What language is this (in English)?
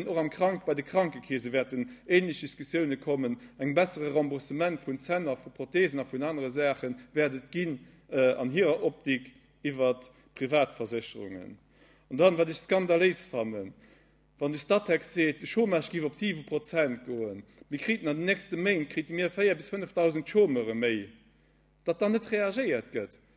Luxembourgish